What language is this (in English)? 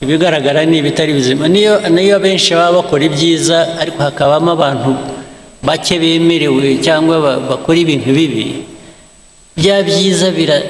Kinyarwanda